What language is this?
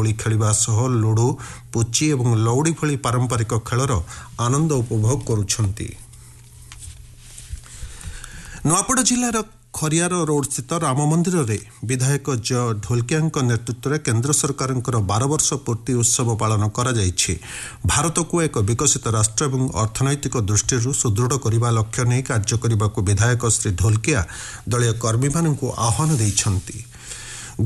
Odia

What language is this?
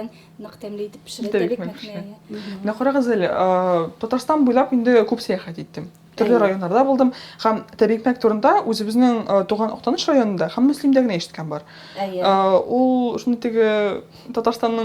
Tatar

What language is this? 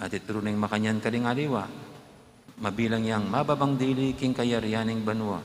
Pampanga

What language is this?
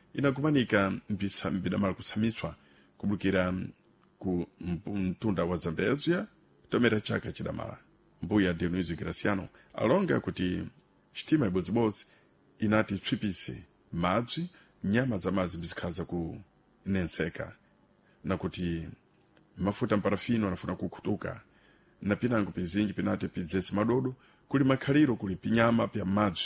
Sena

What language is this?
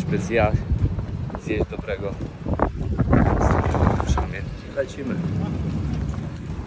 Polish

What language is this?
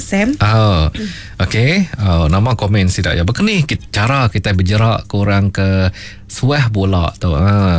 Iban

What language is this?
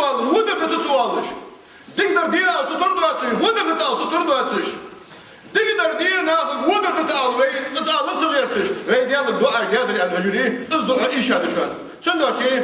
Ingush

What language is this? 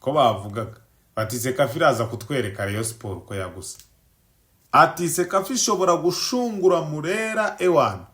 Kinyarwanda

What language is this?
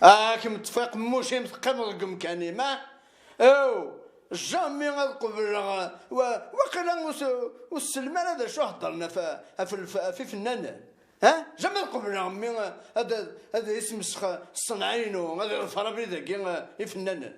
Kabyle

